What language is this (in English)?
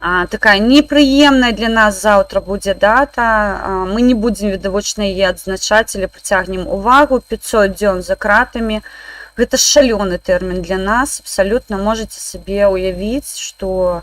Belarusian